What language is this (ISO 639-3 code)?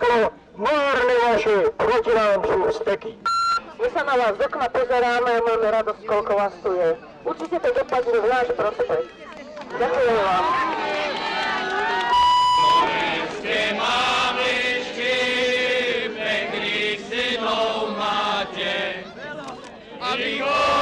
slk